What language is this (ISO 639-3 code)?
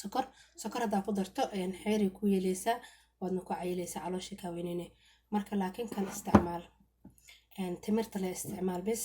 som